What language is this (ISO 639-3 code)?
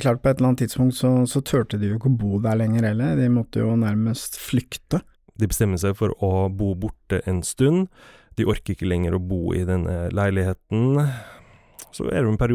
nor